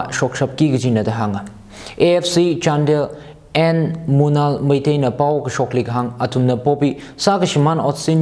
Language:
Tangkhul Naga (India)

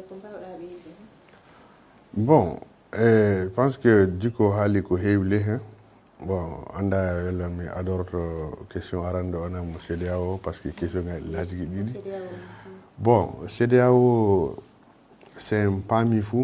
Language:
Fula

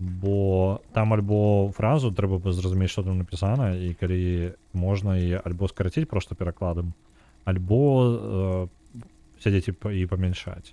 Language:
Belarusian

